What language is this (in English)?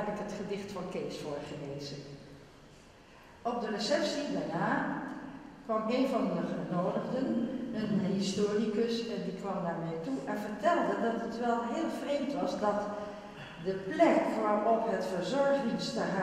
Dutch